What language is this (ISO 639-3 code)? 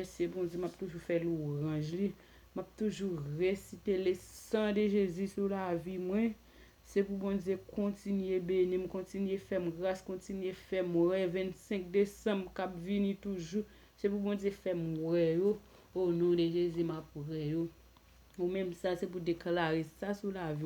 hat